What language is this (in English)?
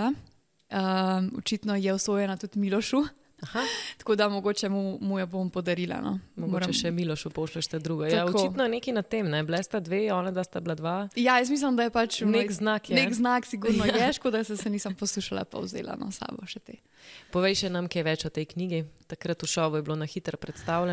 Slovenian